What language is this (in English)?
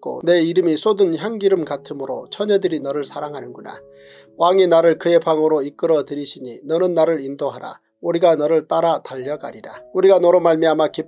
Korean